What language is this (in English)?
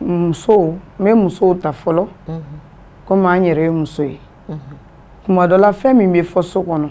Bambara